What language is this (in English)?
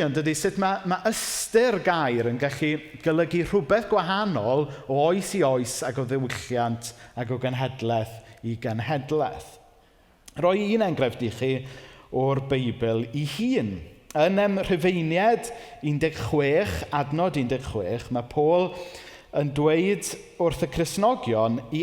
Welsh